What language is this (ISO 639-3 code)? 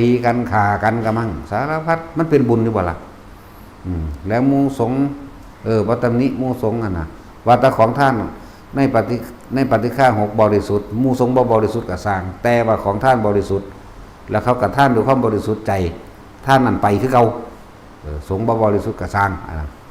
tts